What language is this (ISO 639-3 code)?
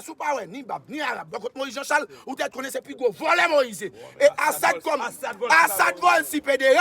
hat